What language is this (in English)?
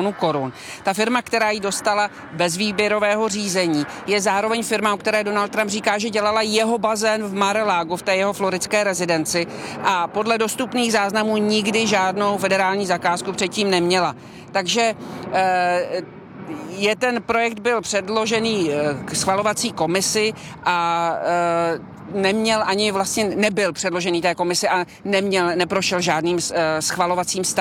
Czech